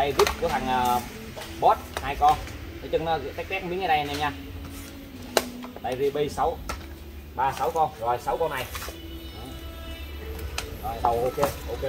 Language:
Vietnamese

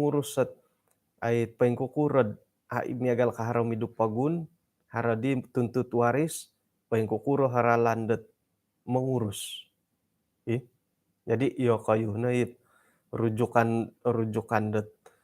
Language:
Central Dusun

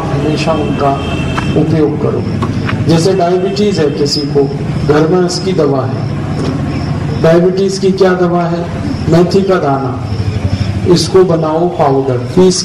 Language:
Hindi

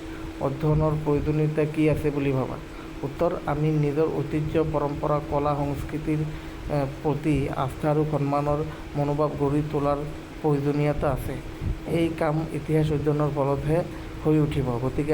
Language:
Assamese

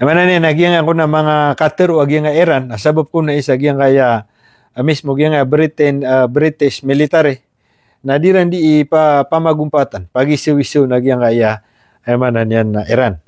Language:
Maranao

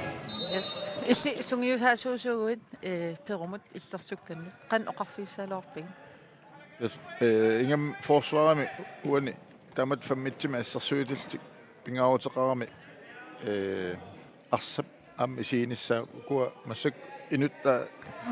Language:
Kalaallisut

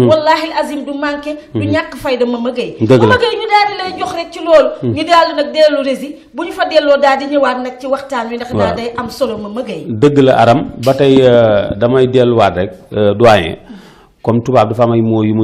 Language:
Wolof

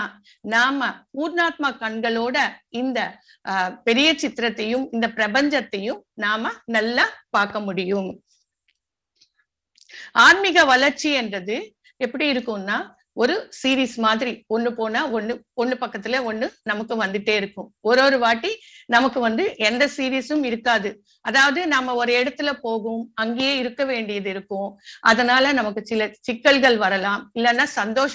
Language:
Tamil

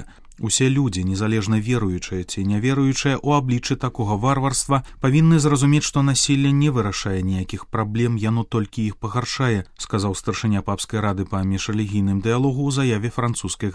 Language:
Belarusian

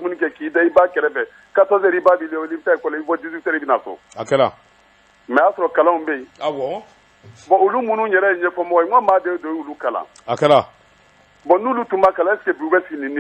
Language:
Bambara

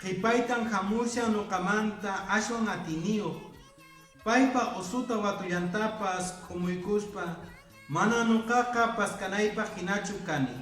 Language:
Quechua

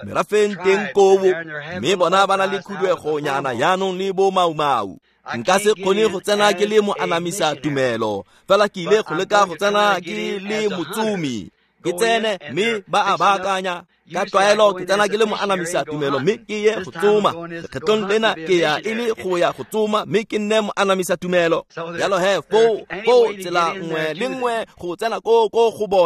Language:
Tswana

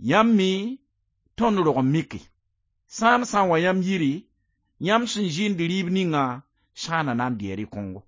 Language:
Mossi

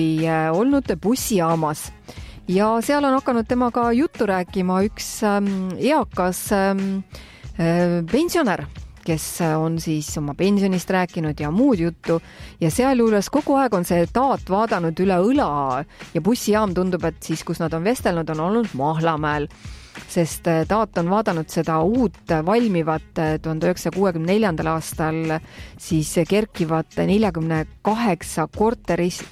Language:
Estonian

